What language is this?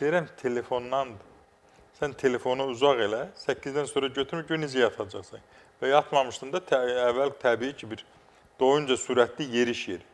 Azerbaijani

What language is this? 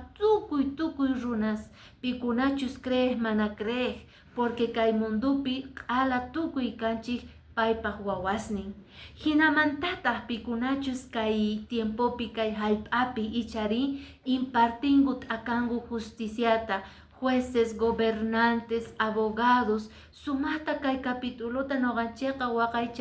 Quechua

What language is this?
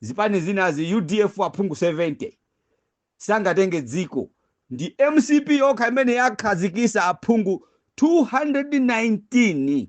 Nyanja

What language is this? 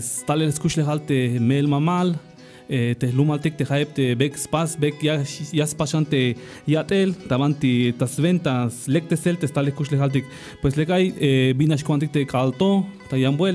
Tzeltal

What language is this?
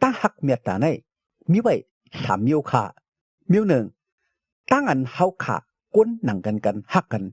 Shan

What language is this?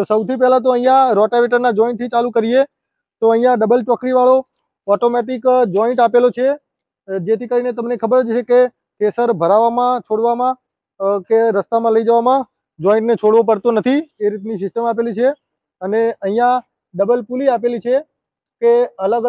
Gujarati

